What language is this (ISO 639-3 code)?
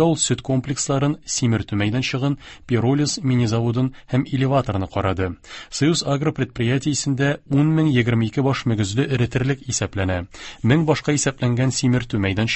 tat